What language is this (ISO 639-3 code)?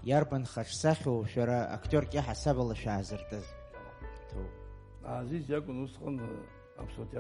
abk